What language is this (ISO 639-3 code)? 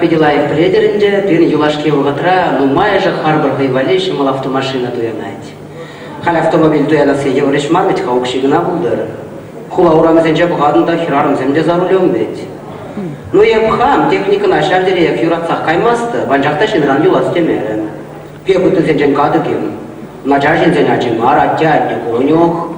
chv